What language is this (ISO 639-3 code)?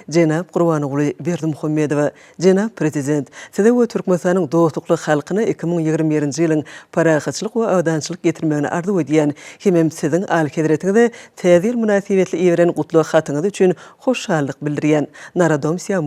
tuk